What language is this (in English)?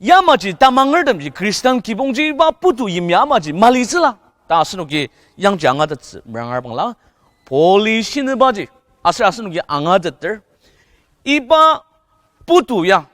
Ao Naga